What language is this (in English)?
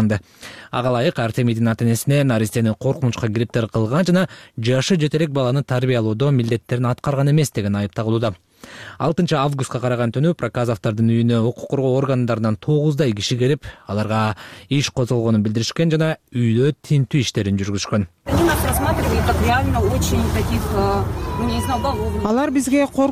Kyrgyz